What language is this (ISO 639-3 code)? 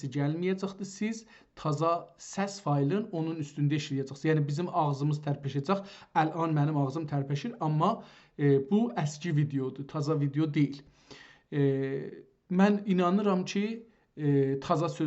azb